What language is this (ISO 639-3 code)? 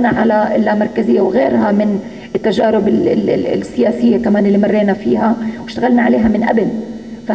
apc